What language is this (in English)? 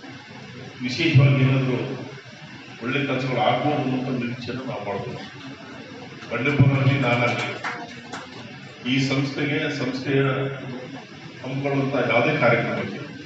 Kannada